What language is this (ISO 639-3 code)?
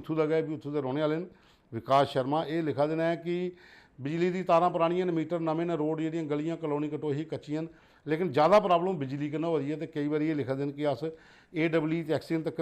doi